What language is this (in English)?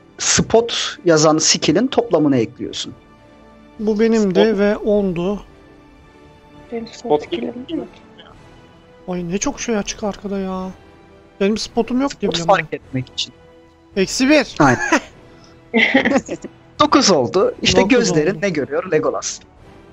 Turkish